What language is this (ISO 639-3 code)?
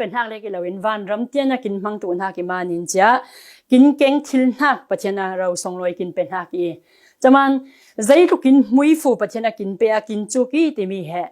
cfm